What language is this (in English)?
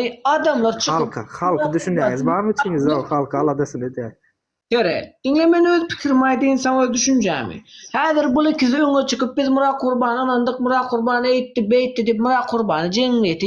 Turkmen